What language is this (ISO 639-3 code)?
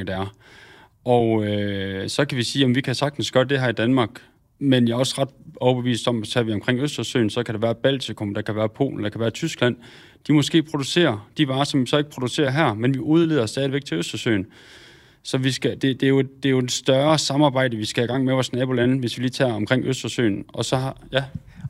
dan